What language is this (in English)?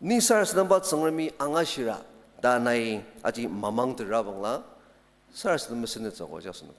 Ao Naga